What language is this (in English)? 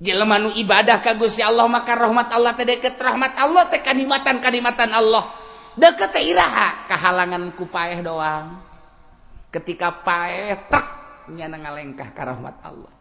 Sundanese